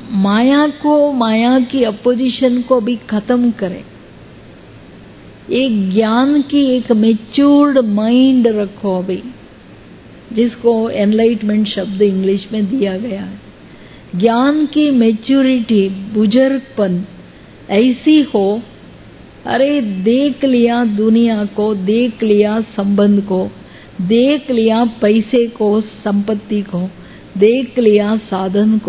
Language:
Hindi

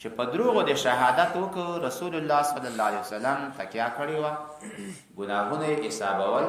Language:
Pashto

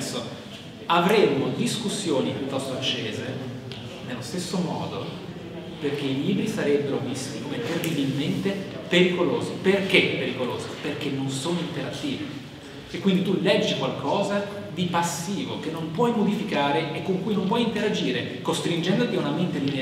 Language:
Italian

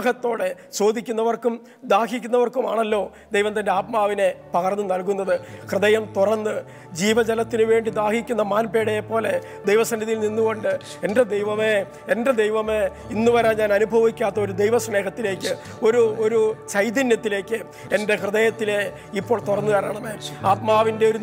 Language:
Malayalam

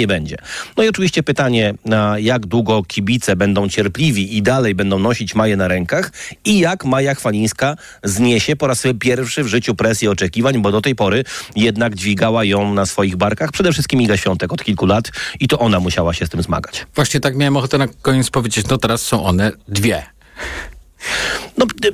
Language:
Polish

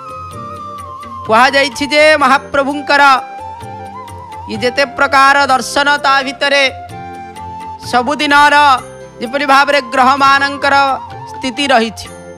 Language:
Odia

